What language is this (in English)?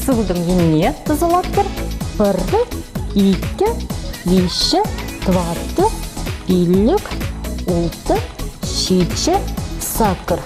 Chuvash